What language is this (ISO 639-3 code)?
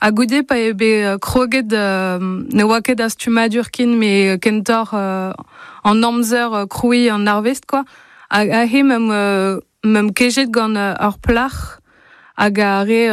bre